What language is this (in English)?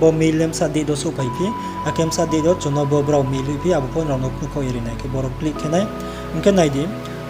Riang (India)